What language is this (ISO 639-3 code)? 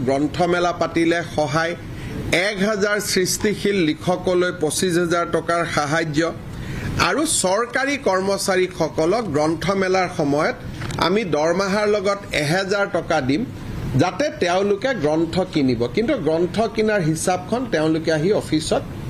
asm